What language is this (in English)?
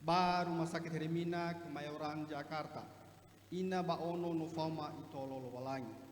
Nias